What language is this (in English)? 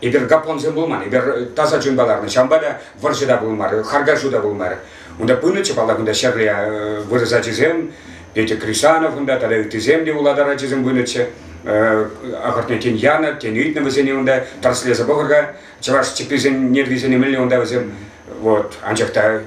Chuvash